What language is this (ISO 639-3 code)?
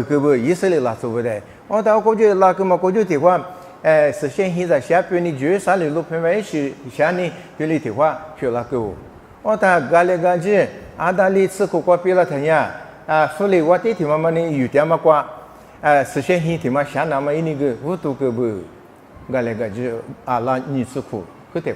lis